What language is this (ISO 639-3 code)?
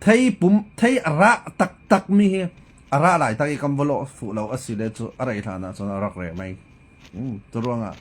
cfm